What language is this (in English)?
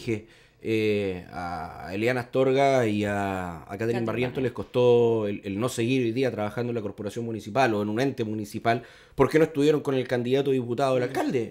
Spanish